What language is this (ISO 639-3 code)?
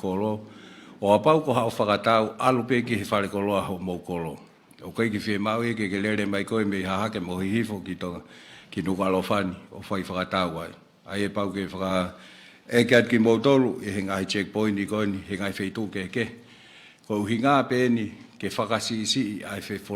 ton